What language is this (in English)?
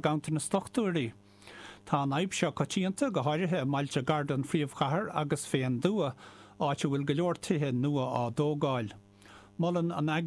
Irish